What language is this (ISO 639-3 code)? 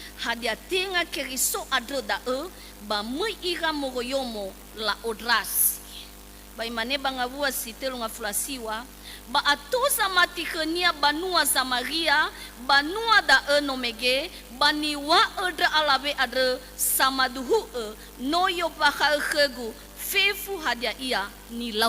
nia